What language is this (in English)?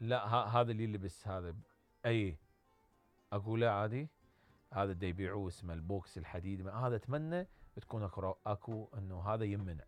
Mesopotamian Arabic